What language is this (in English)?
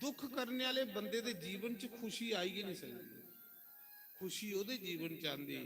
Dogri